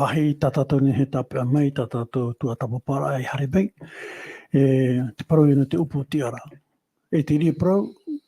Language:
Tahitian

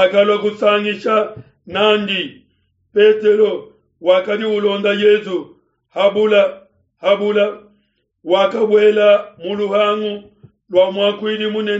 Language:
Luba-Lulua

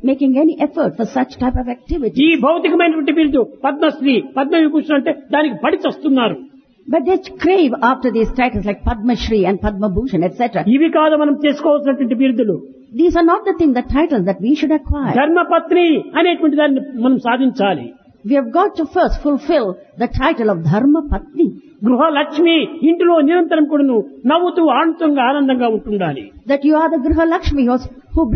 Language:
Telugu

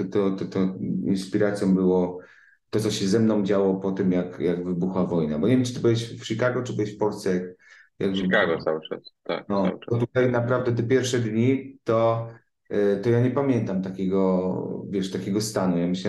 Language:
Polish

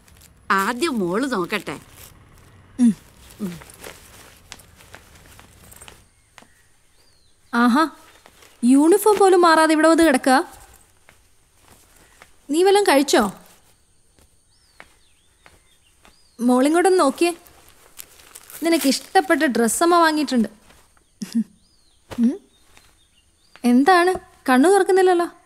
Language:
Malayalam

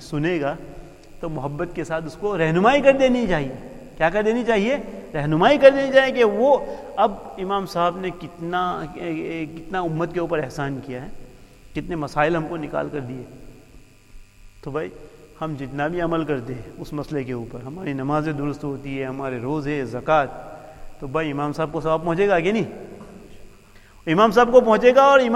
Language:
Urdu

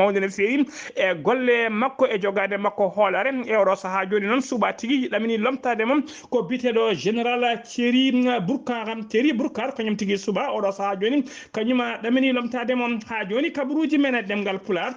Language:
Fula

